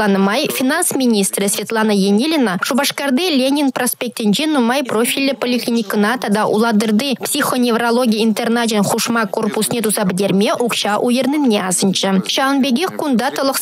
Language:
Chuvash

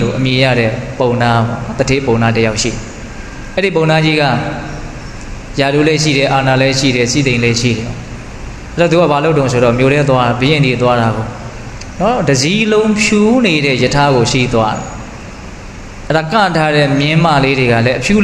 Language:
Burmese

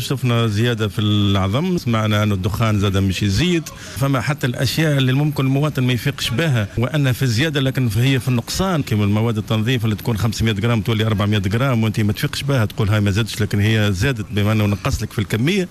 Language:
Tunisian Arabic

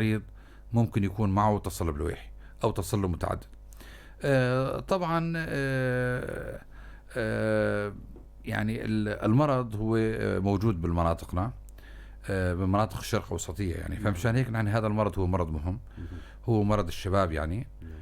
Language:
North Levantine Arabic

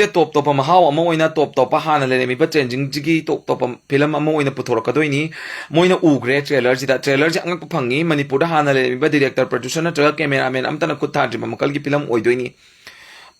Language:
Manipuri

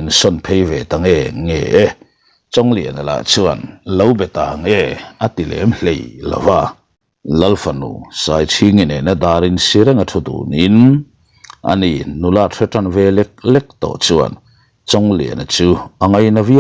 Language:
Mizo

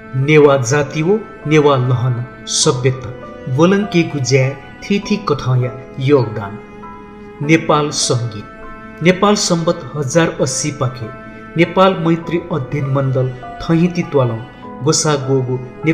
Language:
Newari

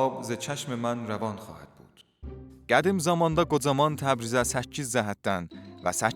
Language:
South Azerbaijani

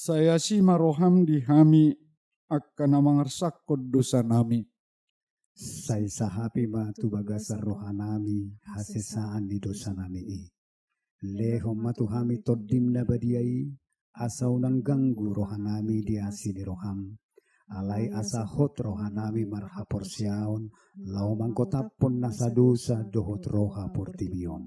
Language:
Batak Toba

